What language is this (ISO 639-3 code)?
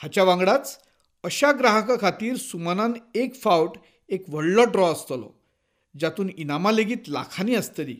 kok